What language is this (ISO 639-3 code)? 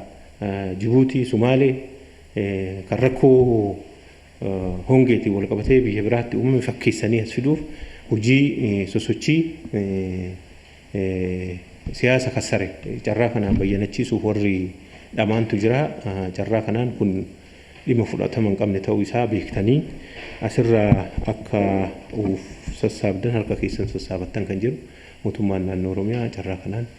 orm